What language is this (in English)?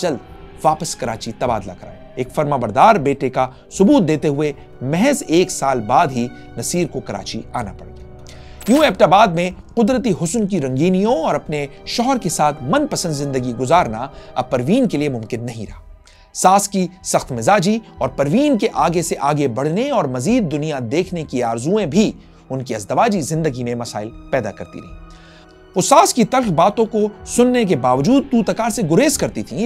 Urdu